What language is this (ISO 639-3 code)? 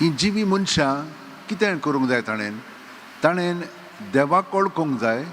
kok